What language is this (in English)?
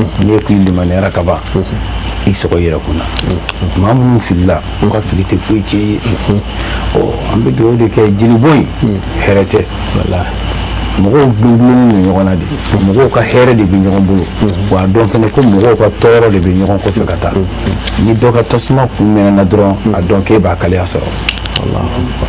Bambara